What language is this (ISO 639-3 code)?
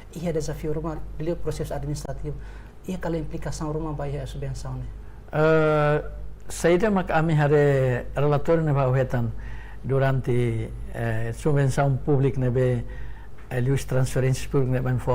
tet